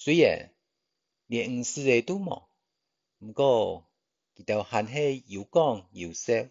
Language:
Hakka Chinese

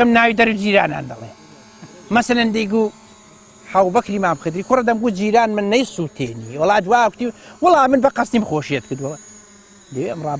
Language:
Central Kurdish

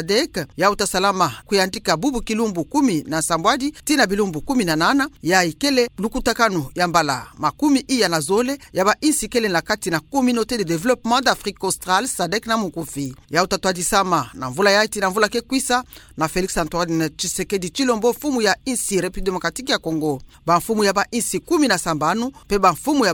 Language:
Kituba (Democratic Republic of Congo)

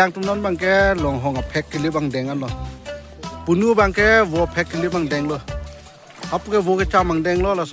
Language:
Karbi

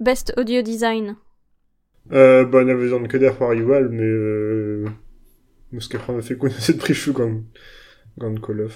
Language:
Breton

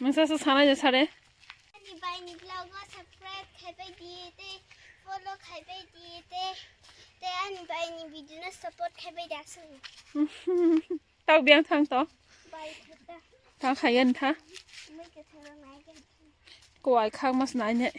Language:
Kok Borok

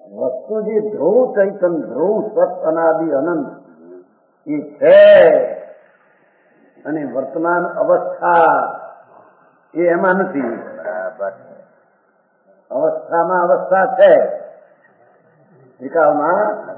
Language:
Gujarati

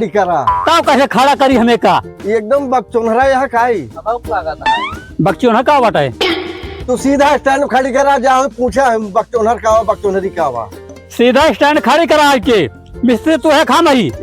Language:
Awadhi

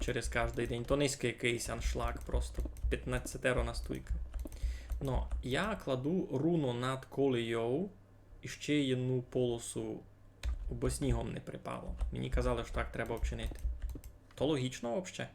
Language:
Rusyn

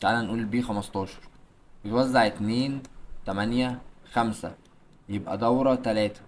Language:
Egyptian Arabic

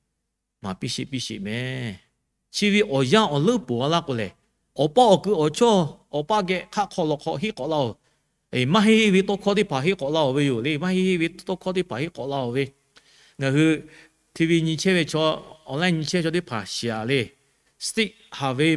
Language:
Lahu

